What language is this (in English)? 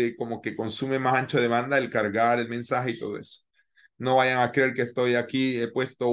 Spanish